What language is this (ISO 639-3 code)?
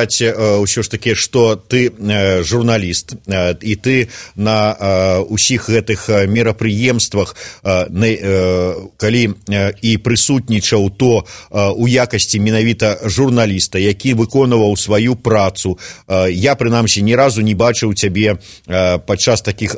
bel